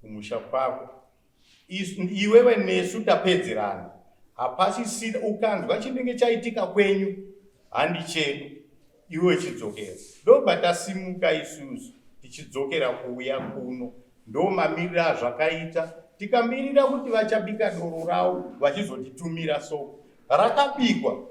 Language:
Shona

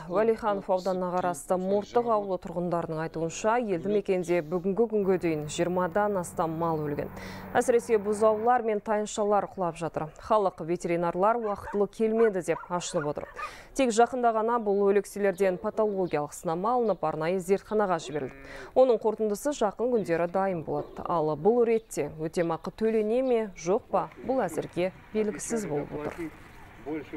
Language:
Kazakh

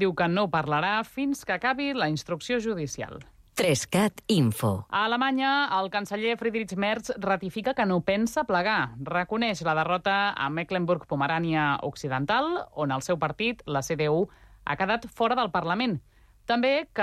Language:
Catalan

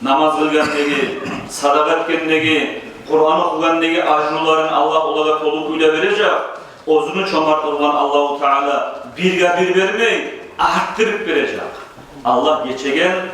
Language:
Kumyk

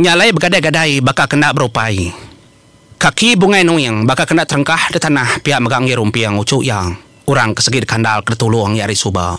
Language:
Iban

